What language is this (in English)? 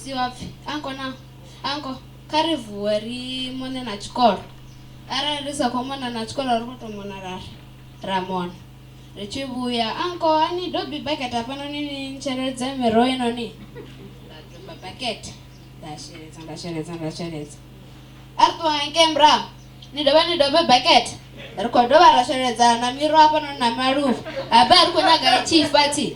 Venda